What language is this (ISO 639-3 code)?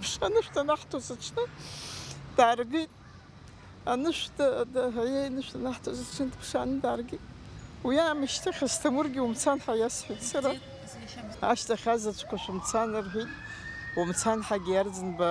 abk